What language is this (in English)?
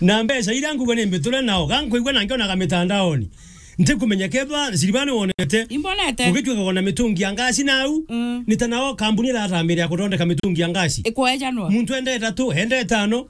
Meru